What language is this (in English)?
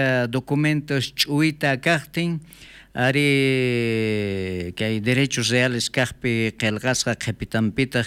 South Bolivian Quechua